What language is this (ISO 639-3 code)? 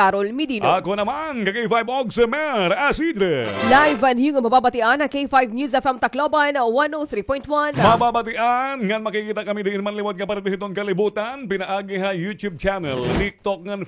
war